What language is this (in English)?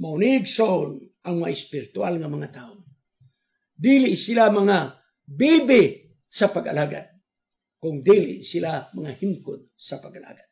Cebuano